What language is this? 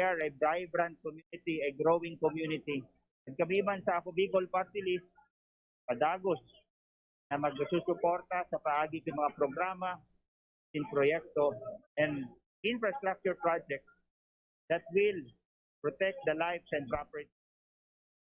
Bikol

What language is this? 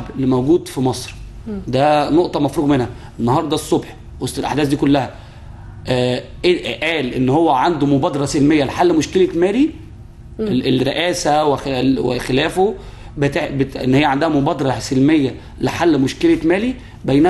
Egyptian Arabic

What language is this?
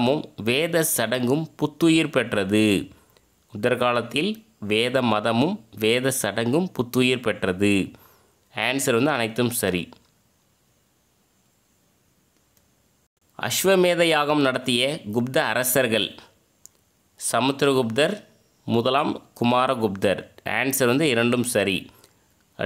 Tamil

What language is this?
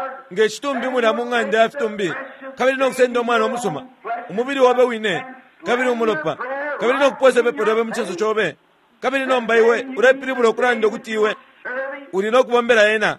Bemba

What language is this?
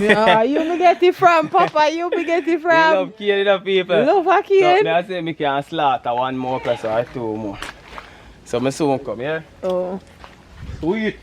Jamaican Creole English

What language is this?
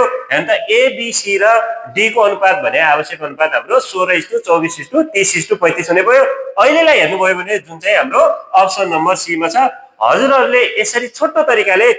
Nepali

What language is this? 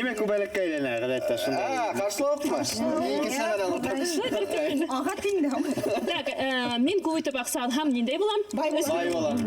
Bashkir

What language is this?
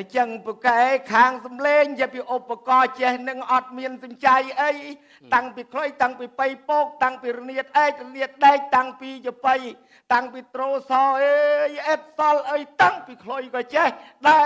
Khmer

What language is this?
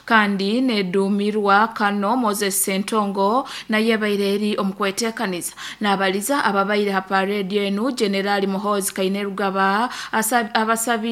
Nyoro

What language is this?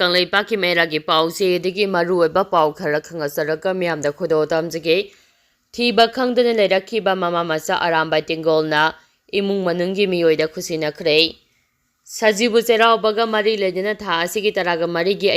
Manipuri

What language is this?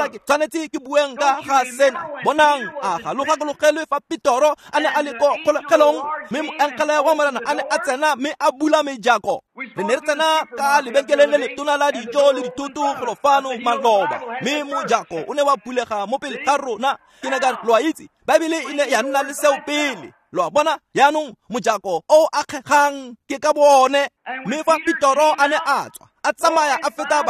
Tswana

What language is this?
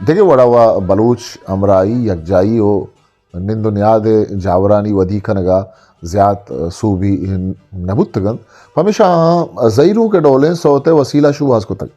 Eastern Balochi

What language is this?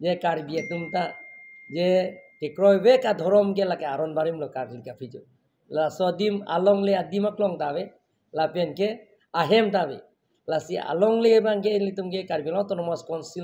Karbi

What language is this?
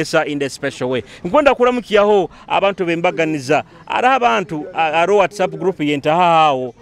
Nyoro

